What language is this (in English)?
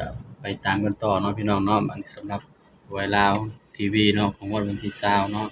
Northeastern Thai